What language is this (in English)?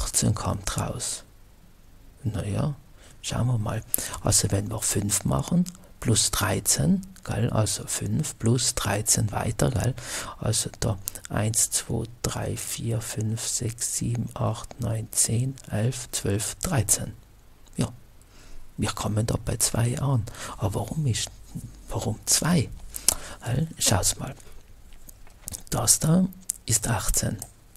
German